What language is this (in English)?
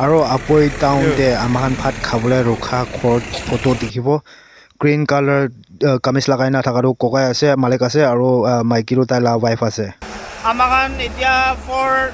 Naga Pidgin